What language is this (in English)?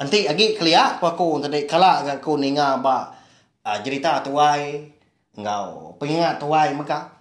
Iban